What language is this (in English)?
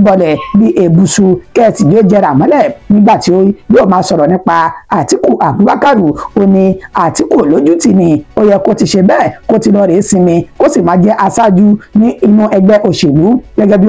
Yoruba